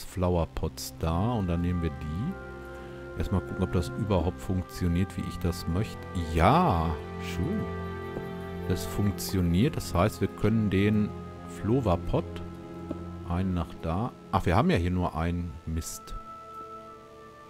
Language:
German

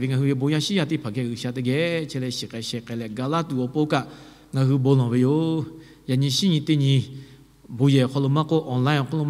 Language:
Lahu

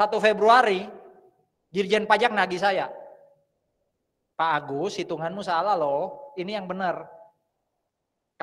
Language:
Indonesian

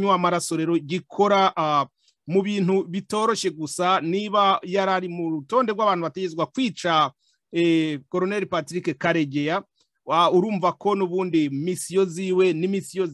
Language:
Kinyarwanda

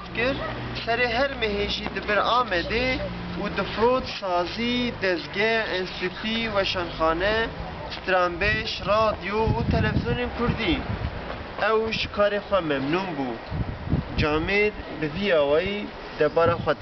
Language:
Kurdish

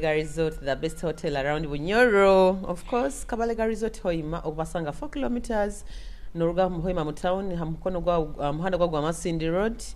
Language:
Nyoro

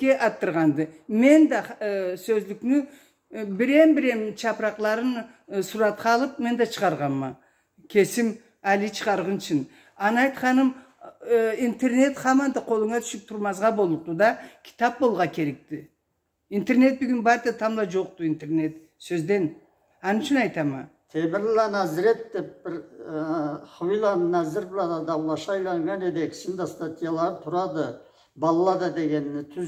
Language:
Karachay-Balkar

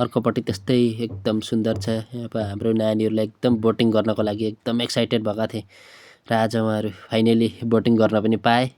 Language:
Nepali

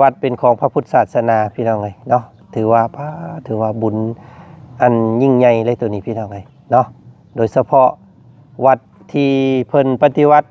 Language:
Lao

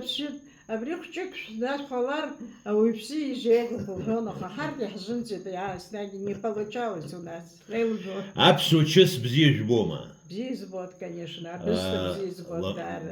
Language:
Abkhazian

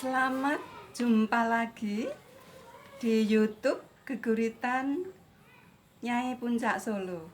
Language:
Javanese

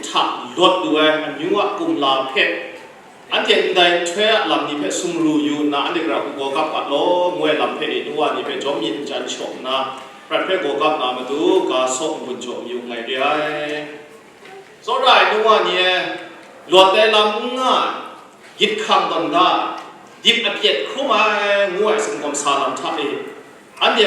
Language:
Kachin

